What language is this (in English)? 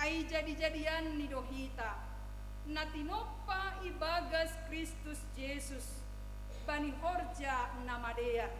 Batak Simalungun